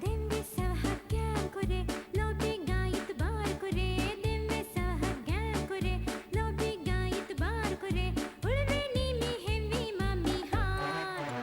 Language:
Divehi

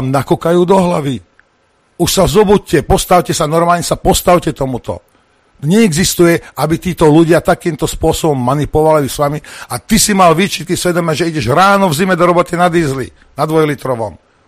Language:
Slovak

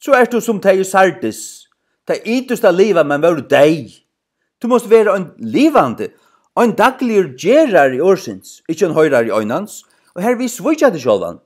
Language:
Faroese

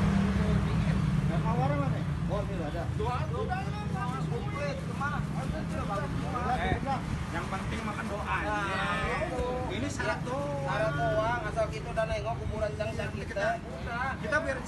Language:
Betawi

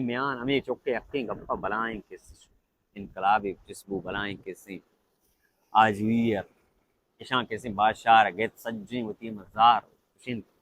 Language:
Baluchi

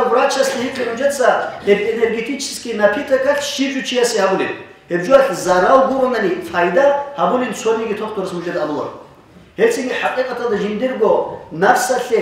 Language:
Avaric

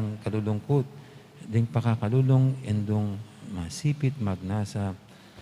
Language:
Pampanga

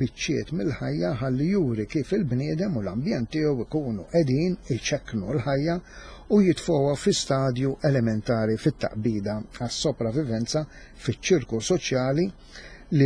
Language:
Maltese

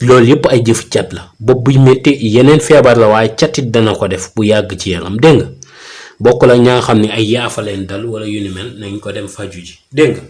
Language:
Wolof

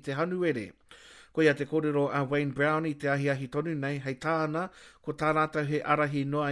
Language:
Māori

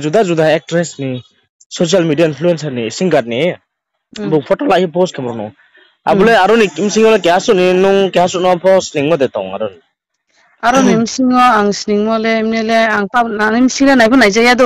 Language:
Riang (India)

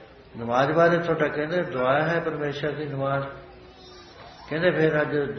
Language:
Punjabi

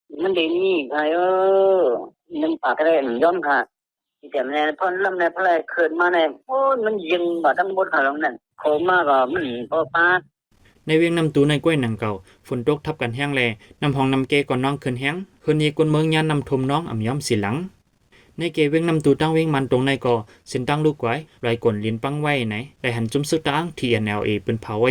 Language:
Shan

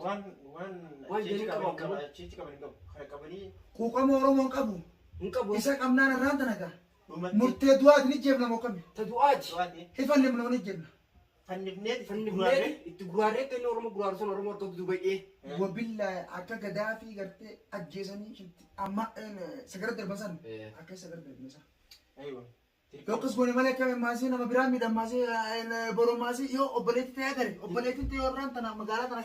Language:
Oromo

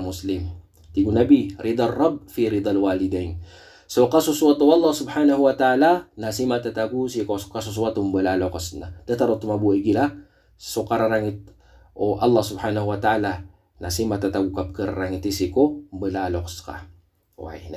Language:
Maranao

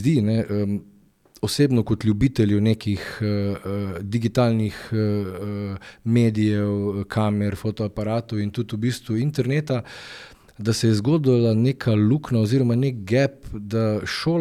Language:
Slovenian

